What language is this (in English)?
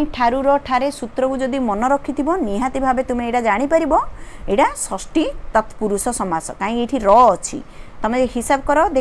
Odia